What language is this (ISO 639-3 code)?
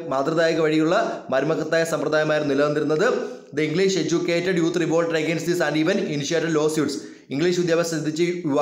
mal